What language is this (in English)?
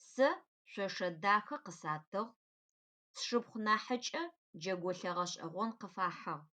Adyghe